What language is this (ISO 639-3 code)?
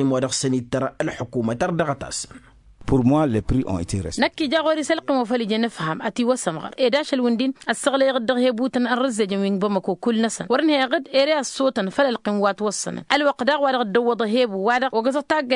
taq